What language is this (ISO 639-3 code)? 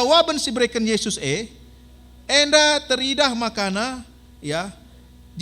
btx